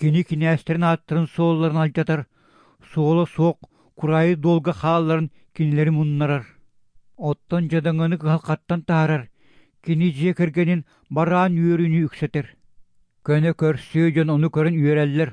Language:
Yakut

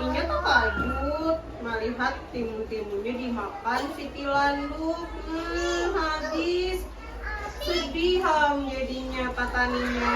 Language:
Banjar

